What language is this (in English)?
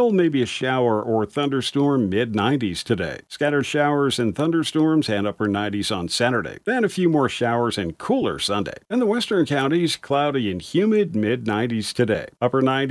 English